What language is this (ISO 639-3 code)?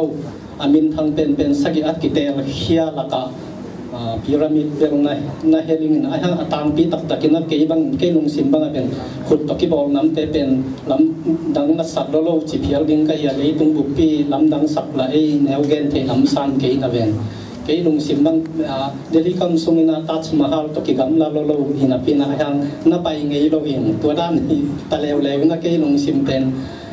ctd